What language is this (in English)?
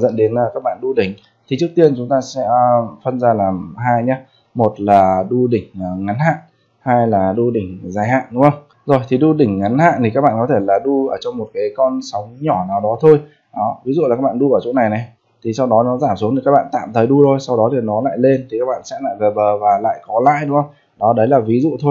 Vietnamese